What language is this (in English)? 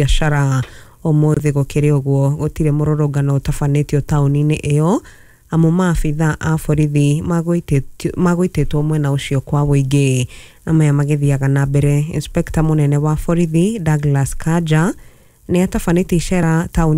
Kikuyu